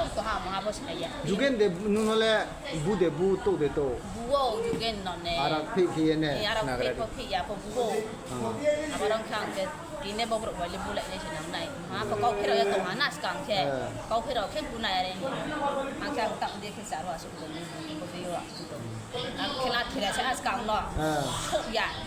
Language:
Riang (India)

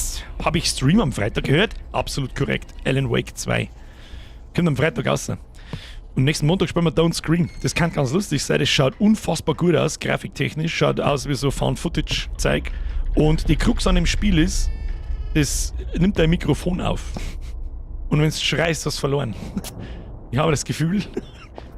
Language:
Bavarian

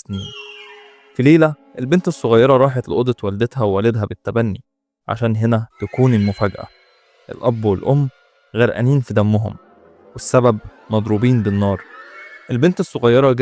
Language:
Egyptian Arabic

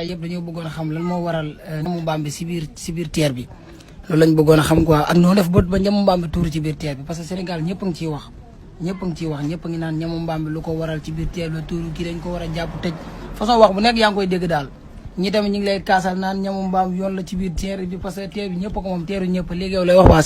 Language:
Wolof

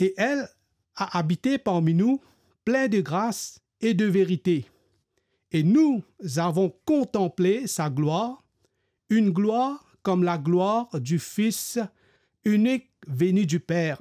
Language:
Morisyen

